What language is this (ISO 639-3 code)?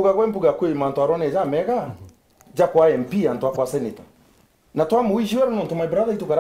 mer